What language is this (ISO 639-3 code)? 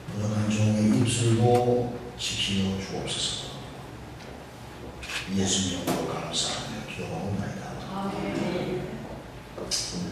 kor